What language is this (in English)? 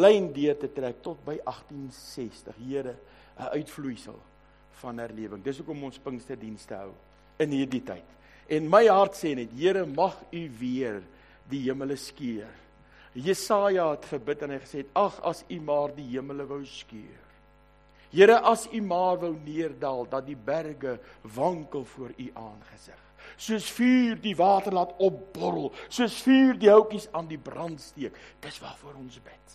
Afrikaans